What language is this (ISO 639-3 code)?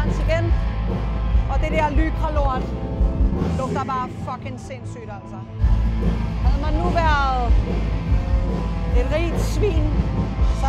dan